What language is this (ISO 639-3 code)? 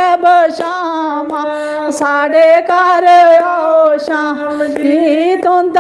doi